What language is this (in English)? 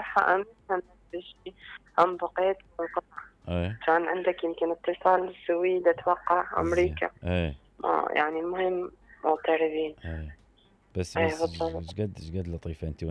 Mesopotamian Arabic